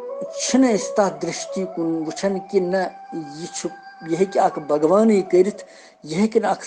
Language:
Kashmiri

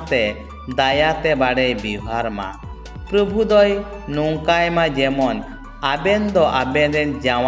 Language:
Santali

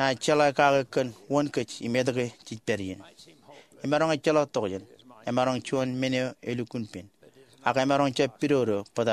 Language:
Marshallese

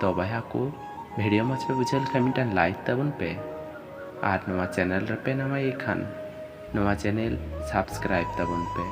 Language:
Santali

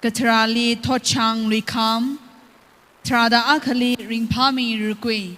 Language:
Tangkhul Naga (India)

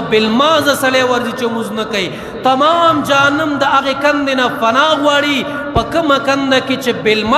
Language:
Pashto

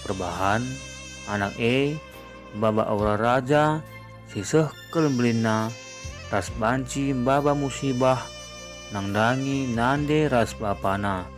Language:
Batak Karo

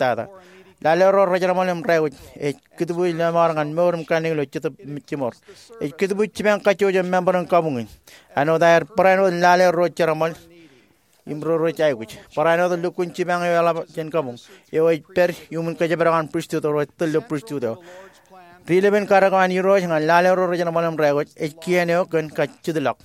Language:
Marshallese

